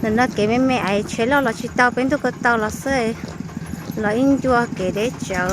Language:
Hmong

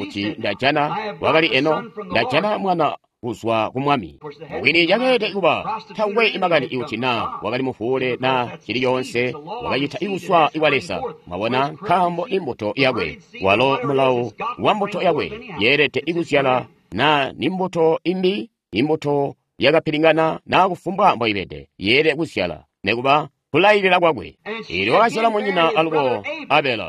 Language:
Tonga (Zambia)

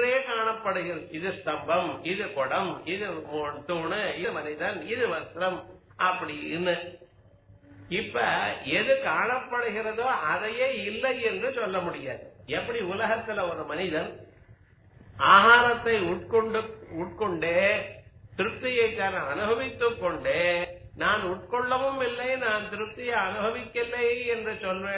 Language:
Tamil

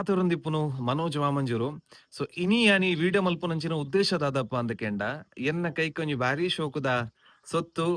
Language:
Tulu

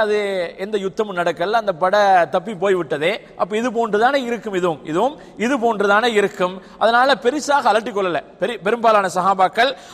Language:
Tamil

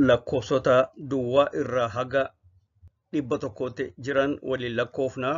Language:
Oromo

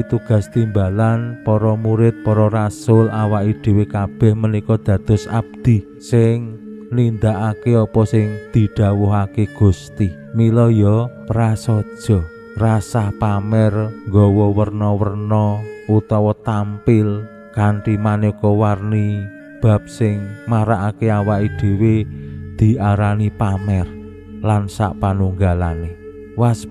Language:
Javanese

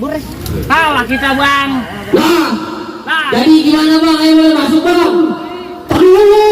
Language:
Betawi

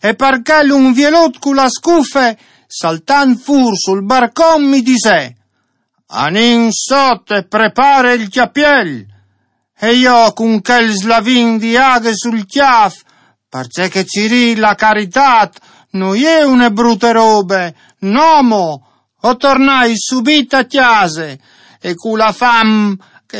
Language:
Friulian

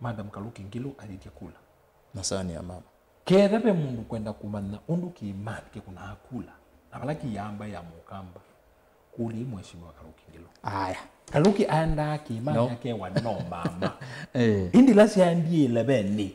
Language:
Kamba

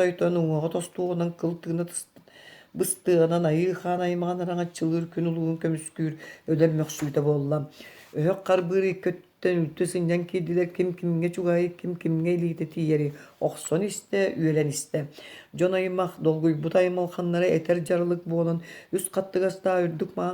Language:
Yakut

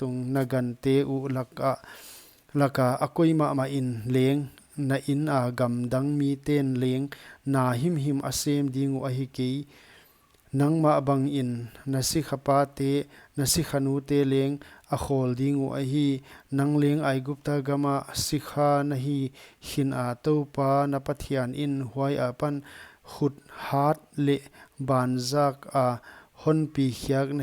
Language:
Paite Chin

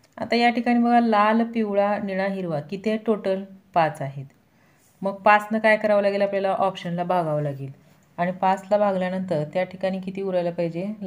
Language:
Marathi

